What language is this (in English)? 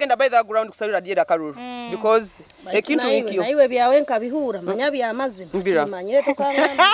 Nyoro